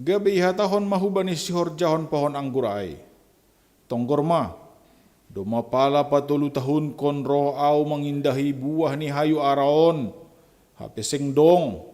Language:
Batak Simalungun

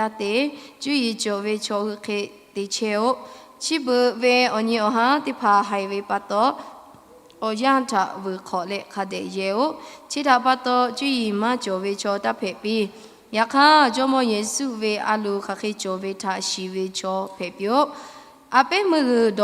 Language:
Lahu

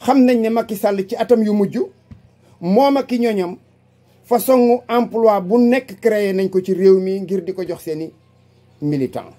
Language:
Wolof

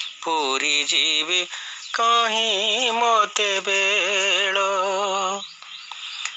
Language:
Odia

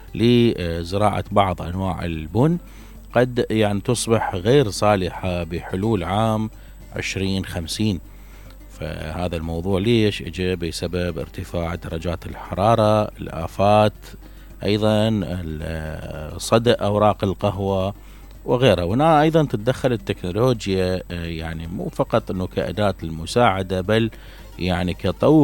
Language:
Mesopotamian Arabic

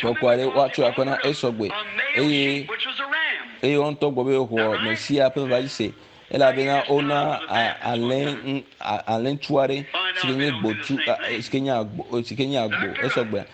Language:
Ewe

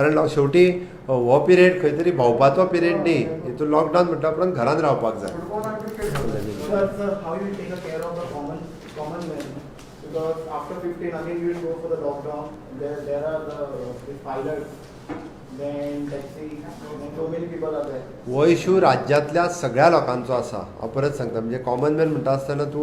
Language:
Konkani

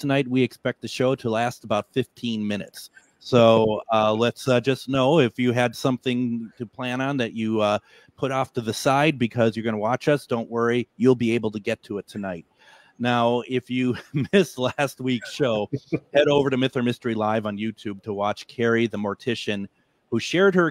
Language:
English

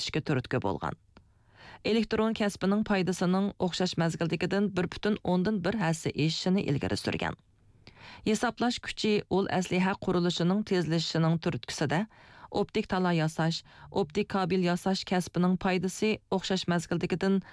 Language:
Uyghur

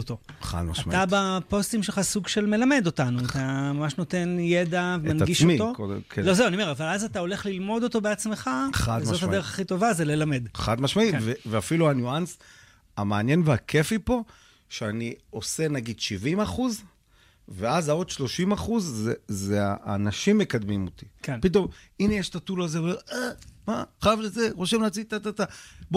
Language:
Hebrew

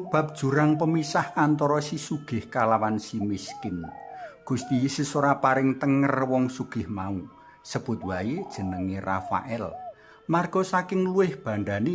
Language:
Javanese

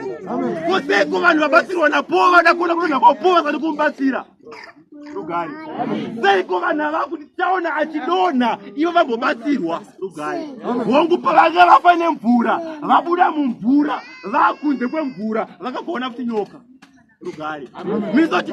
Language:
Shona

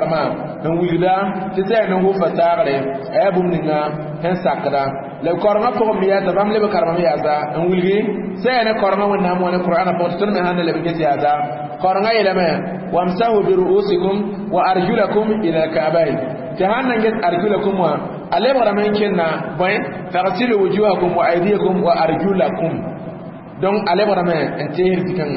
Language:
Mossi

